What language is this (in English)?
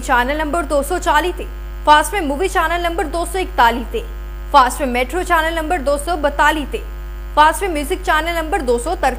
Punjabi